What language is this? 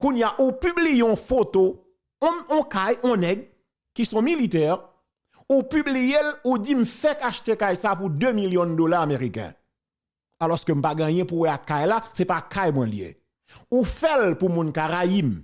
Haitian Creole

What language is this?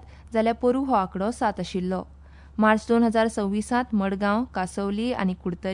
Konkani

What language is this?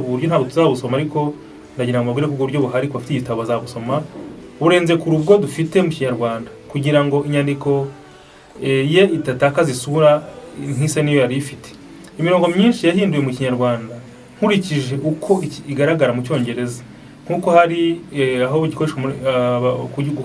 Kinyarwanda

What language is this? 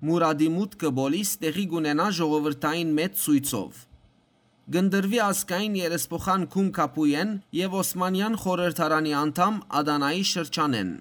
Western Armenian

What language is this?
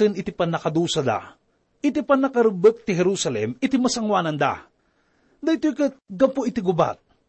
Iloko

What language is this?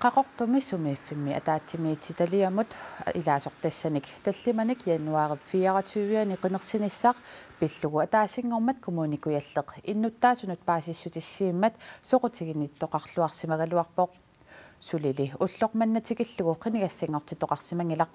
Kalaallisut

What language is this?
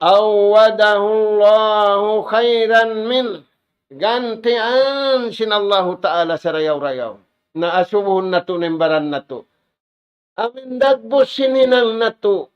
Tausug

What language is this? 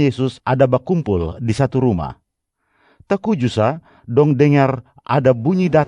Kupang Malay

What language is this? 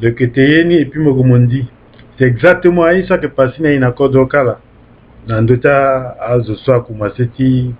Sango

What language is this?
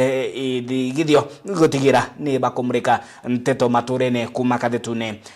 Meru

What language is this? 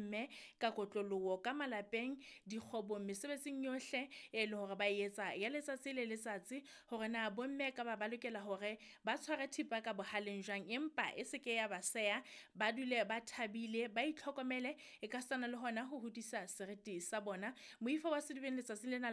Southern Sotho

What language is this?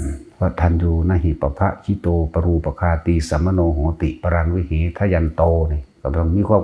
Northeastern Thai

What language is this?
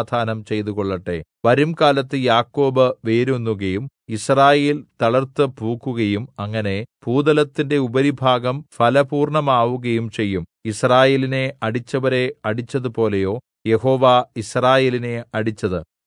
Malayalam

